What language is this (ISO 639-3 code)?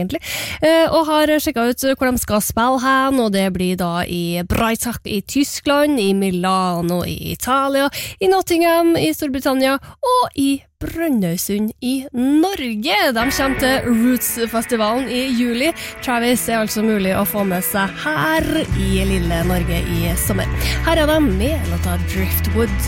nor